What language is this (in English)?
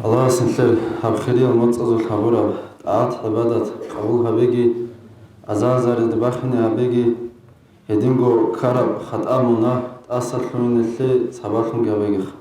Avaric